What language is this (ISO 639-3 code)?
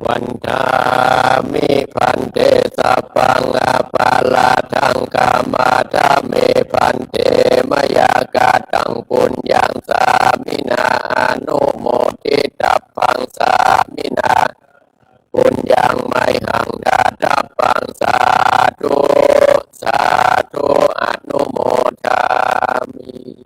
pli